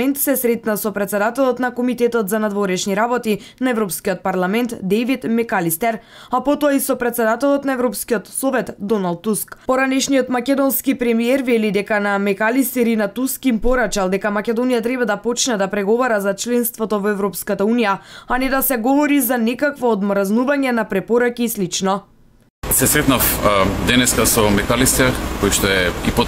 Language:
Macedonian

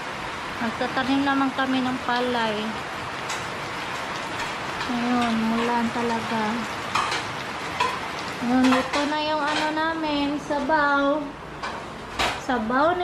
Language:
Filipino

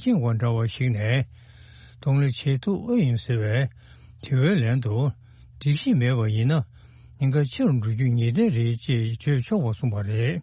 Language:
Tibetan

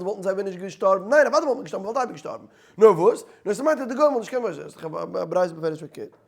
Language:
Yiddish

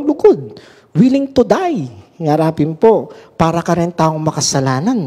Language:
Pampanga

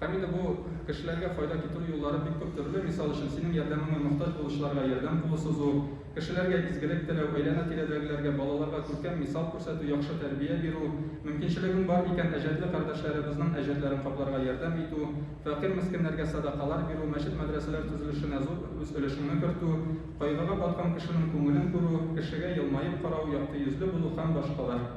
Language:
Tatar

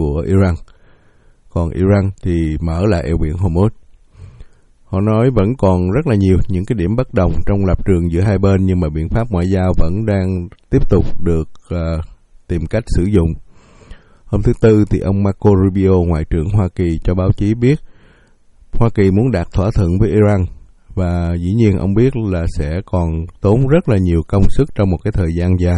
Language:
Vietnamese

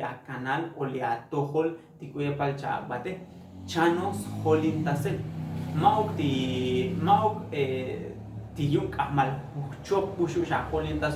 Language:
Tzotzil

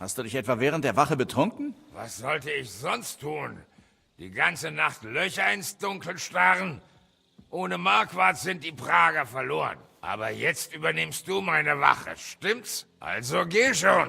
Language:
Bavarian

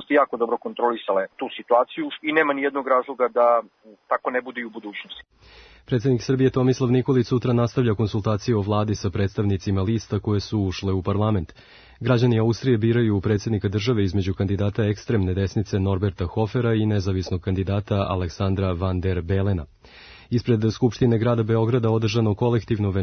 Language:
Serbian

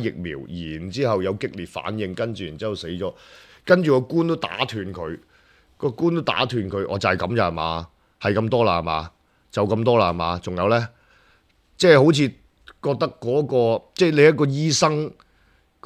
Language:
Cantonese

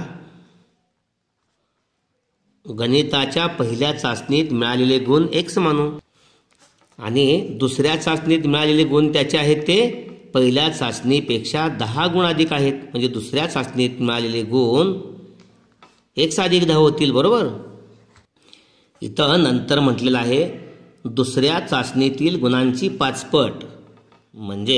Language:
Marathi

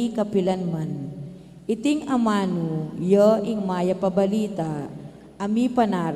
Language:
Pampanga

